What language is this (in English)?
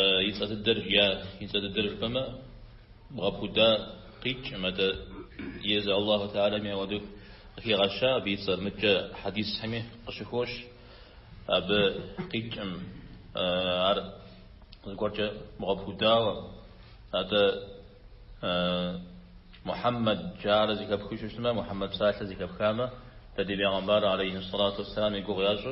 Kabardian